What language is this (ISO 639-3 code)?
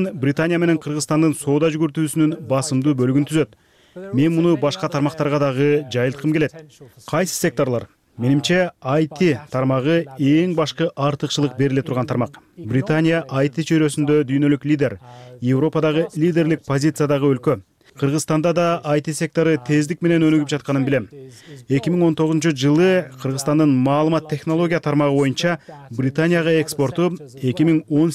kir